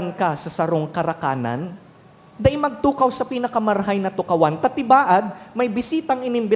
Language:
Bikol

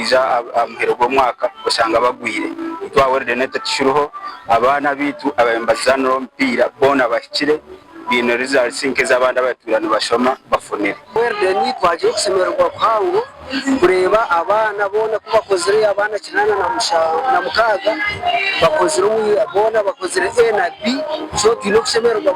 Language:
Nyankole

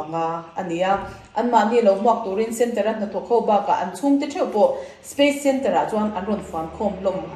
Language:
Mizo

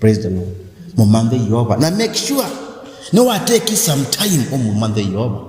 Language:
Kamba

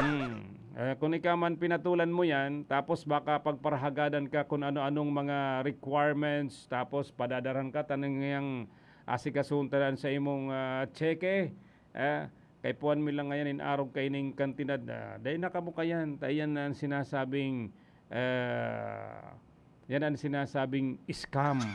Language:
Bikol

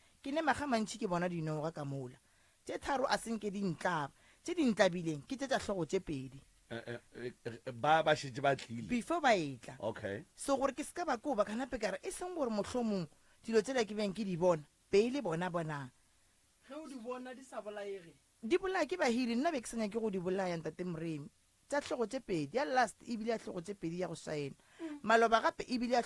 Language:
Northern Sotho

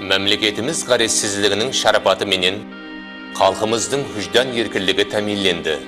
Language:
Kara-Kalpak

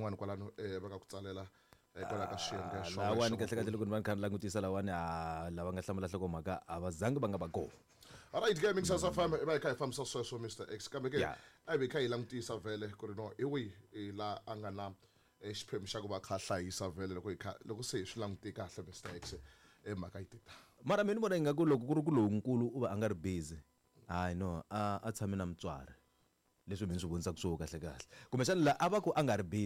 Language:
Tsonga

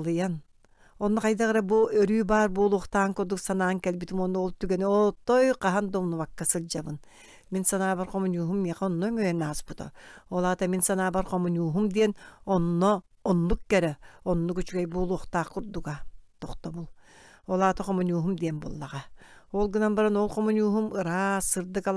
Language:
Yakut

